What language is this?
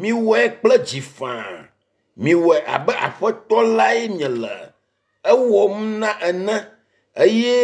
Ewe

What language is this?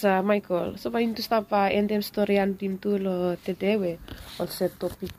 Bislama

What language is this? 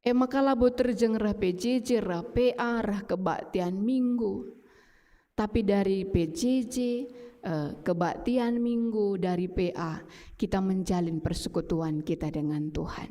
Batak Karo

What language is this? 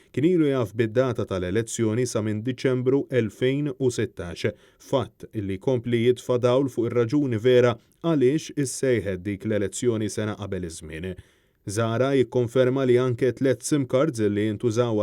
Maltese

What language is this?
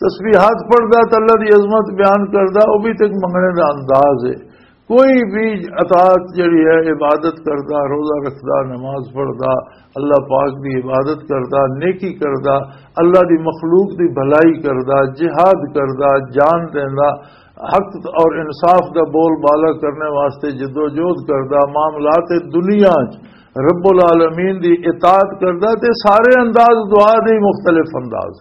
Western Panjabi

